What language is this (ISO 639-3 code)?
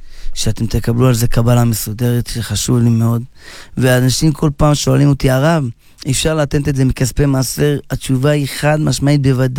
heb